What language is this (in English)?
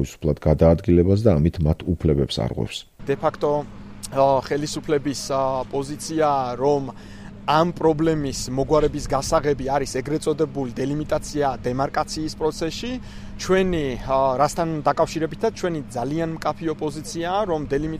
Georgian